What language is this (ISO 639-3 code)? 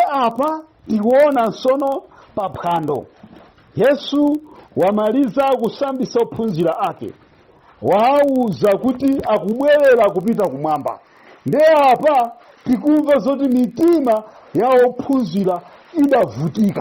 nya